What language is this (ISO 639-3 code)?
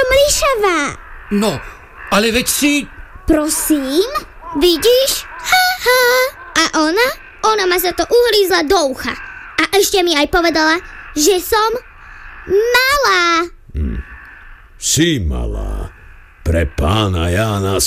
slk